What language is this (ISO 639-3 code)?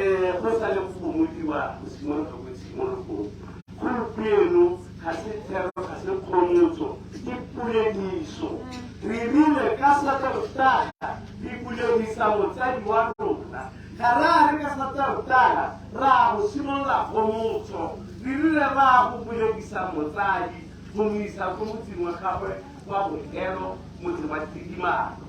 tsn